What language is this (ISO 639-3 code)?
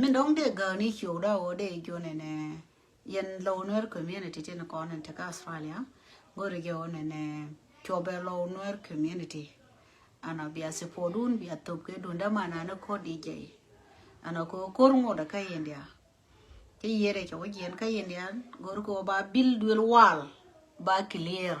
nus